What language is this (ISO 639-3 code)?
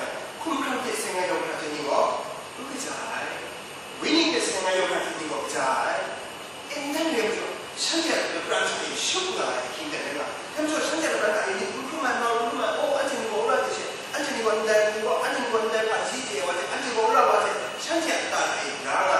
kac